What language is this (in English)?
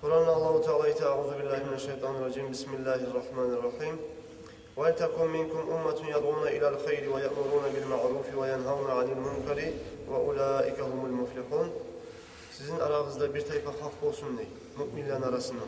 Kumyk